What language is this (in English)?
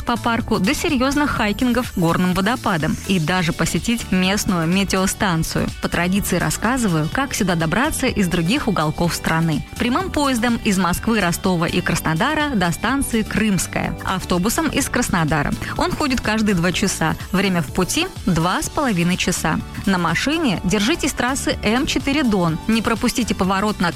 Russian